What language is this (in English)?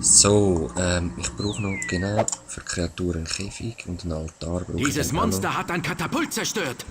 Swiss German